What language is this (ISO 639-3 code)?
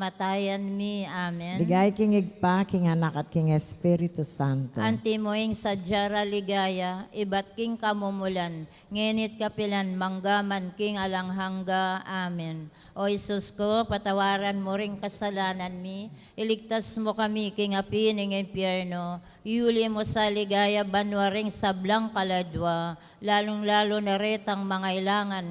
pam